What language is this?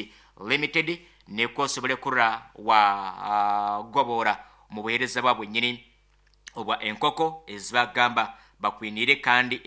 Nyoro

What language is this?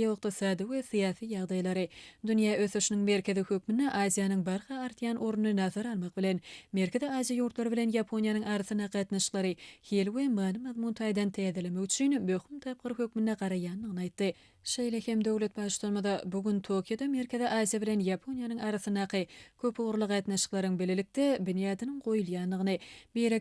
Turkmen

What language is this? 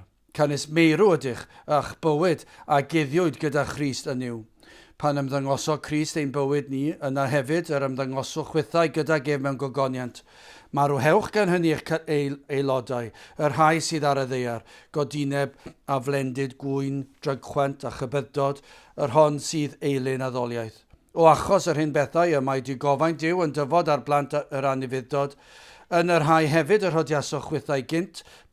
Welsh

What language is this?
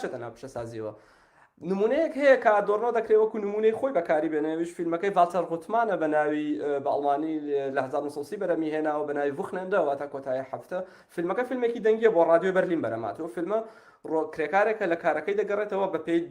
Central Kurdish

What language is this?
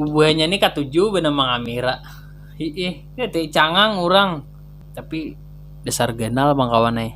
Banjar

